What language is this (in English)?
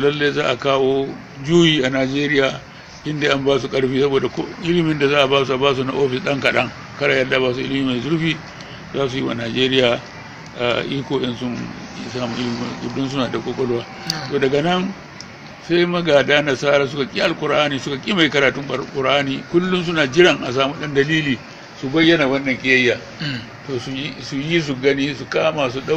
Hausa